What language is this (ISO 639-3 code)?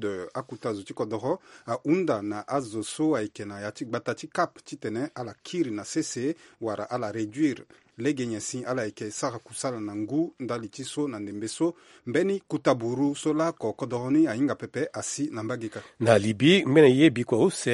sag